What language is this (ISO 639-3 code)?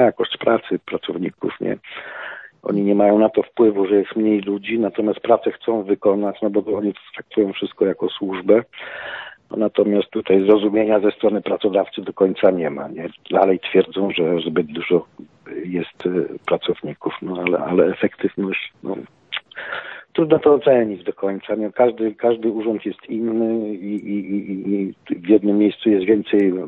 pol